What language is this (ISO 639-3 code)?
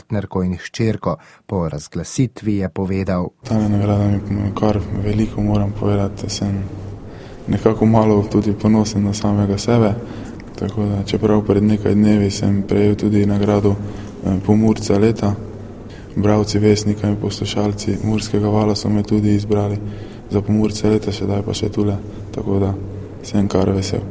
slv